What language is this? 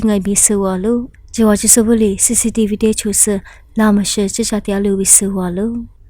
Lisu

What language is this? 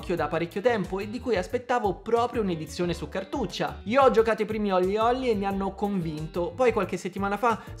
Italian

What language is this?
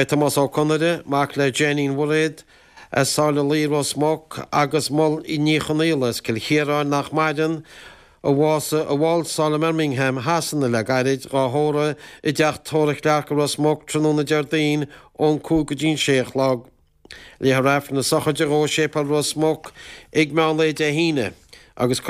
Irish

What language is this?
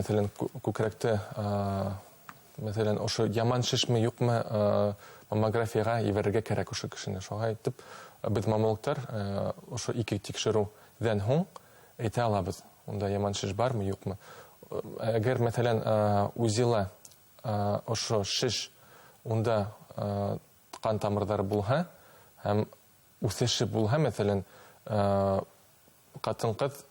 Bashkir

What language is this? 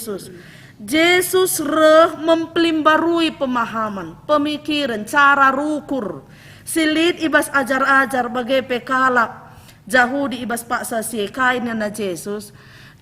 Batak Karo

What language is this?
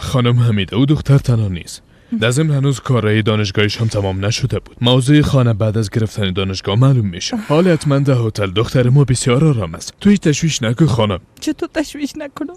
Persian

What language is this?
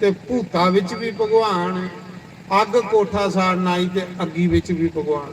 Dogri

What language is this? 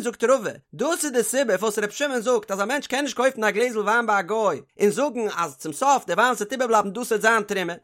Yiddish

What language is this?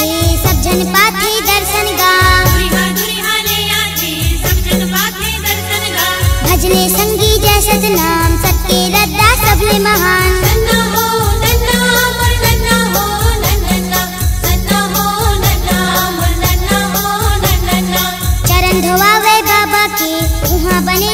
Chhattisgarhi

